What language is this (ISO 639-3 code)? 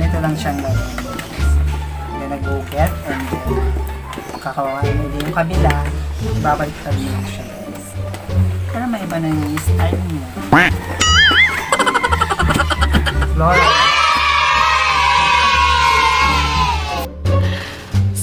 fil